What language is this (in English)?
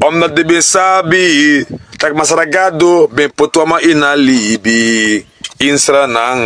Sranan Tongo